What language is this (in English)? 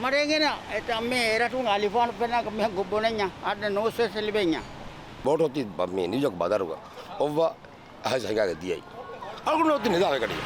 Divehi